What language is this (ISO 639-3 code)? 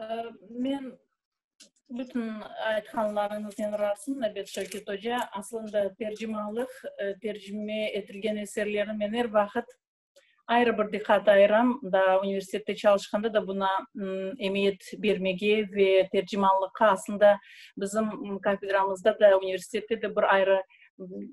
crh